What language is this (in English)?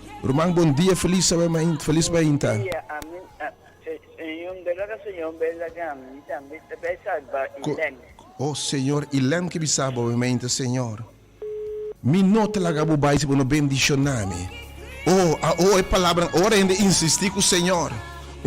Papiamento